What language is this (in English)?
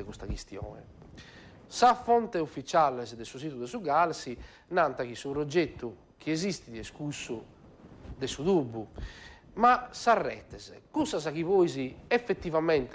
Sardinian